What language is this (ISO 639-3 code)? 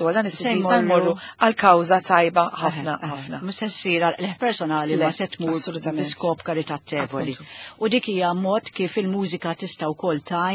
mlt